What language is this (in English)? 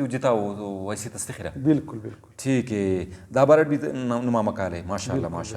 Brahui